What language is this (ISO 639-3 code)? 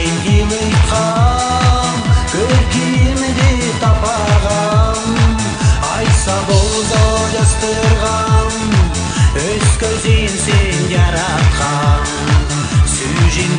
kaz